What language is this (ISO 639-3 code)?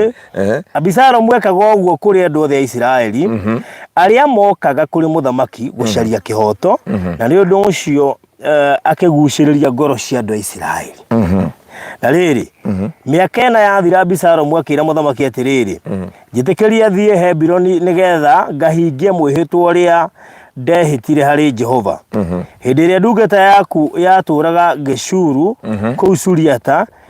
kik